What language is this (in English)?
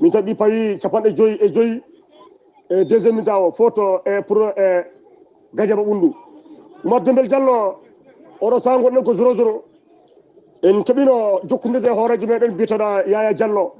Fula